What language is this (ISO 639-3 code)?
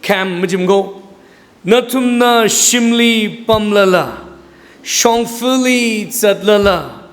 nmf